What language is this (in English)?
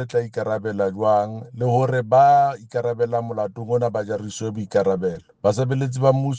Tswana